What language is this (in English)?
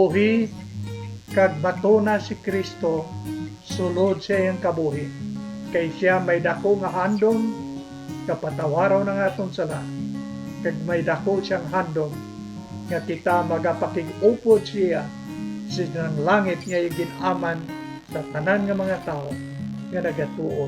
Hiligaynon